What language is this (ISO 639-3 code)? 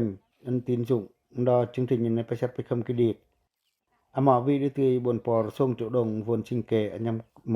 pac